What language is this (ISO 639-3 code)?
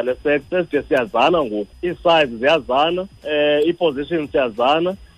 xho